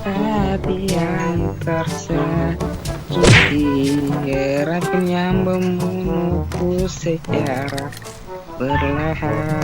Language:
Ambonese Malay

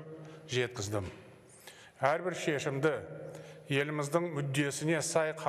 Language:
Kazakh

